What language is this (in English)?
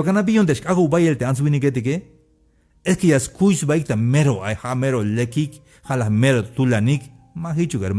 Tzeltal